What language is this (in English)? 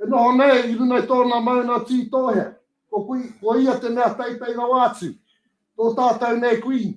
Māori